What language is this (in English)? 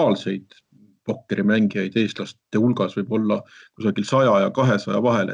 Estonian